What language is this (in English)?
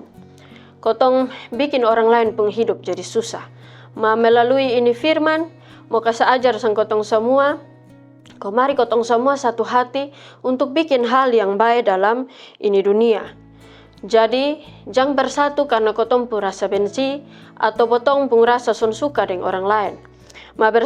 Kupang Malay